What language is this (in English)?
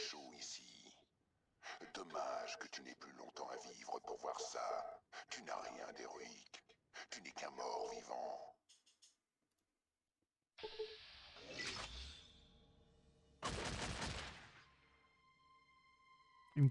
French